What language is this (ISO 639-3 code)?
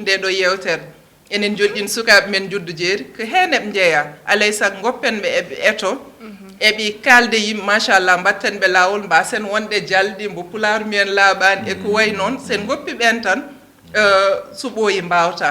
ful